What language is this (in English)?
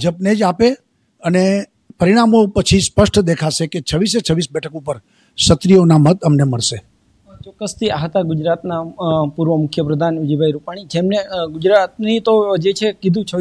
Gujarati